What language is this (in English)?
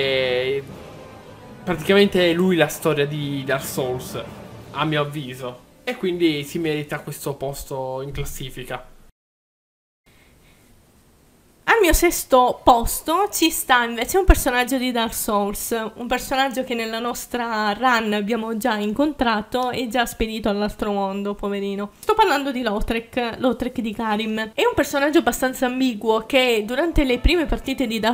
Italian